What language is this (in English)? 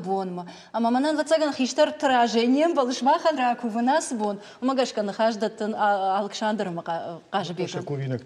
Ossetic